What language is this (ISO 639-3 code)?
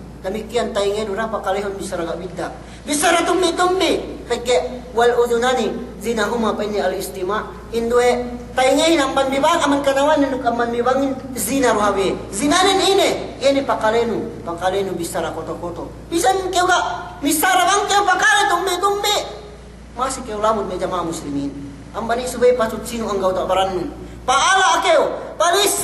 yka